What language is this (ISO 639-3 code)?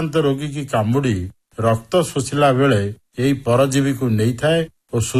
ori